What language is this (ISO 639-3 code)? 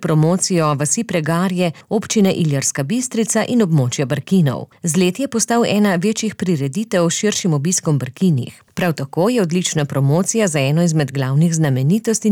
slv